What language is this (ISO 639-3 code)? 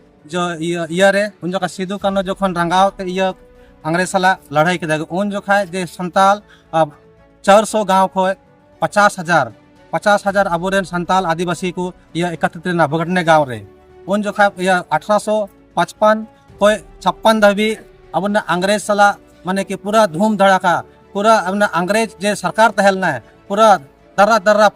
sck